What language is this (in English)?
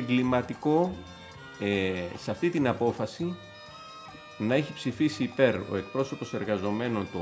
Greek